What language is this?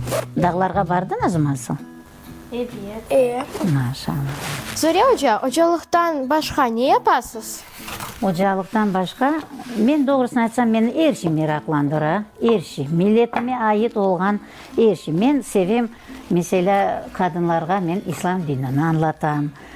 Crimean Tatar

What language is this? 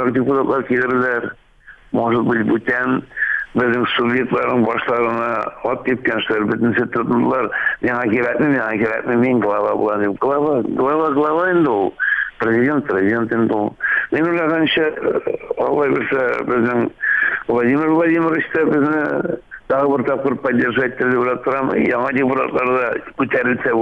Tatar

